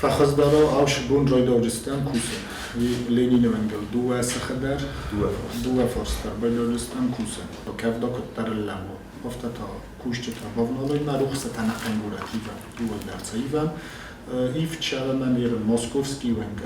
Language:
Ossetic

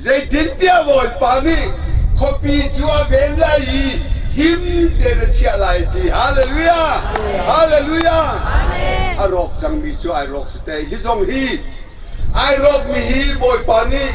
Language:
Hakha Chin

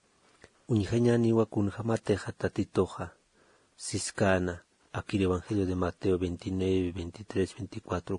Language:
Aymara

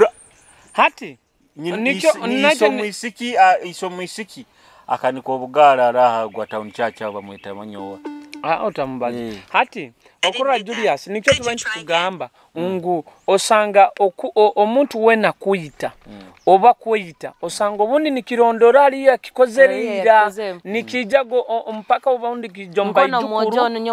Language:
Nyoro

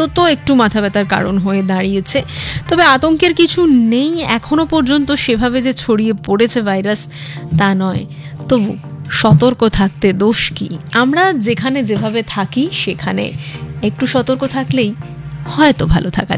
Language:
Bangla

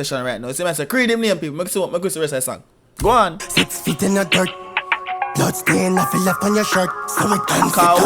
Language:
Jamaican Creole English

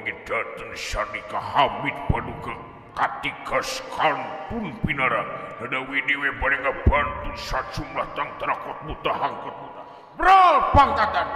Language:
Sundanese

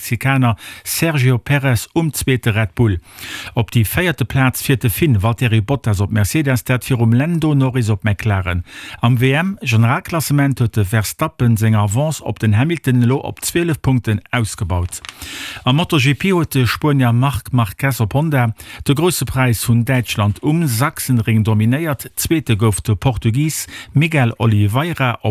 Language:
Luxembourgish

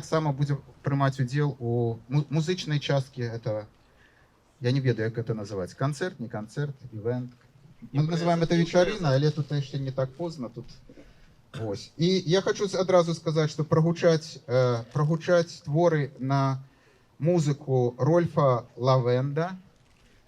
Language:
Belarusian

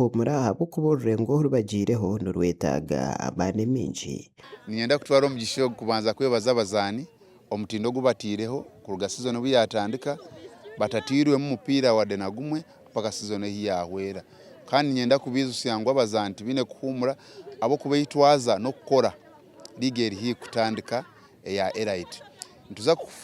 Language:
Nyankole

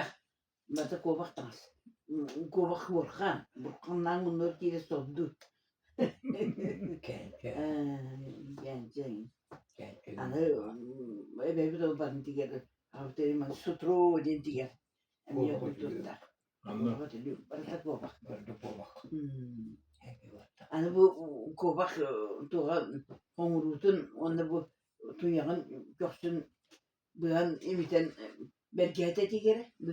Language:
Yakut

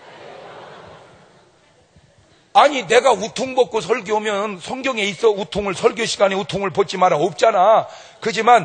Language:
Korean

